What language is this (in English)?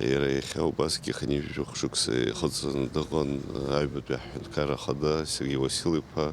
Abkhazian